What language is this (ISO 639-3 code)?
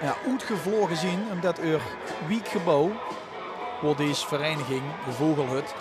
lim